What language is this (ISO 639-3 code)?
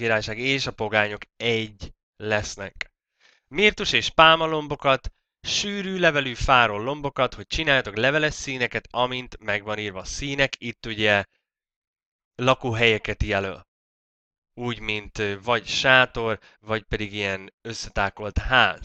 hun